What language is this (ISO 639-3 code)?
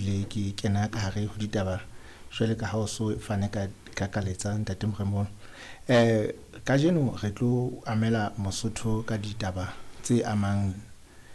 sot